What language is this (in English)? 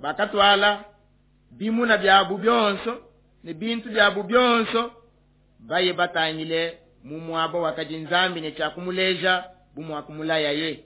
Luba-Lulua